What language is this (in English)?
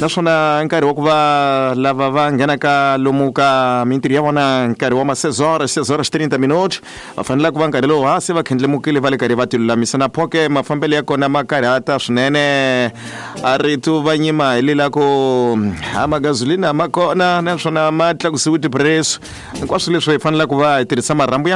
Tsonga